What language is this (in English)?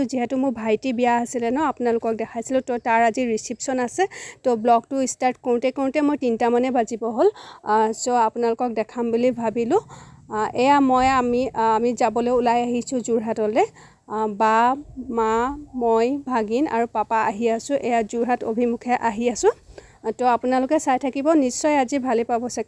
Assamese